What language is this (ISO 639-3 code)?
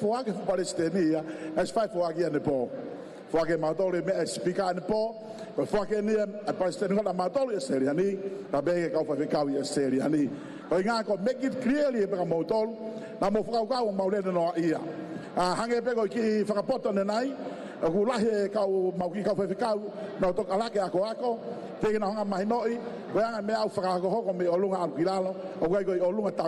ton